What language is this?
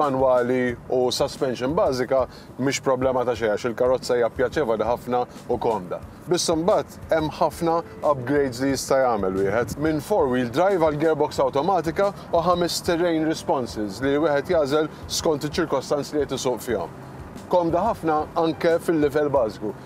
Maltese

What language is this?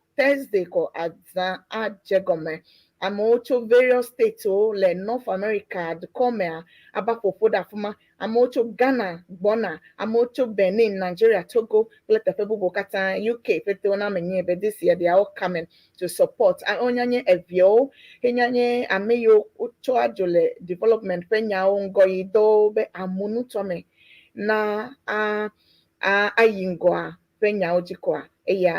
Ewe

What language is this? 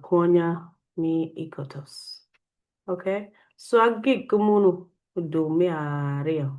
Acoli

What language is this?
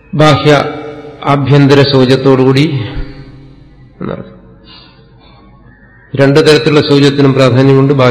Malayalam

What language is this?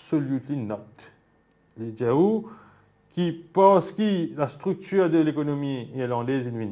Morisyen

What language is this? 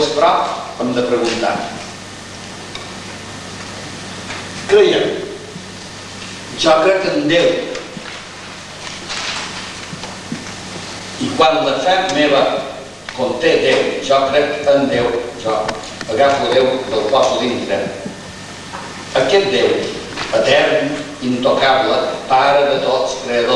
Catalan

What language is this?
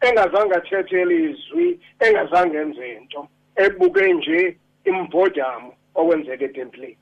Xhosa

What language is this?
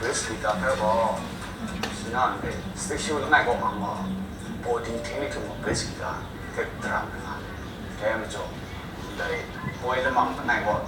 Kachin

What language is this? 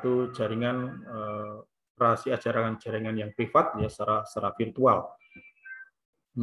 Indonesian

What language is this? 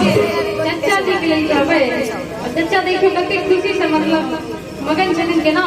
Maithili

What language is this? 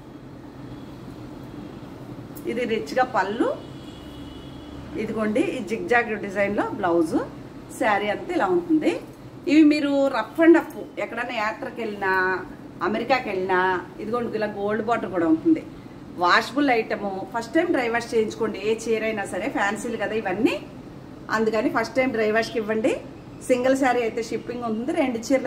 Telugu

